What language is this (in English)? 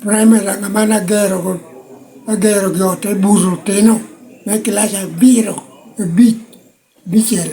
Lango (Uganda)